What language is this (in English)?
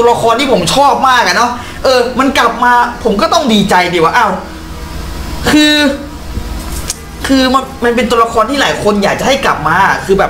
Thai